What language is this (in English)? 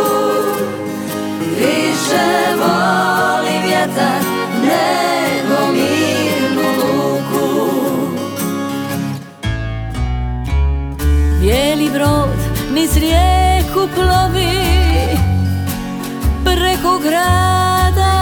Croatian